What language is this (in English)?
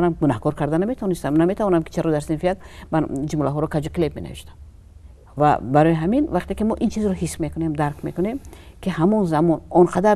Tajik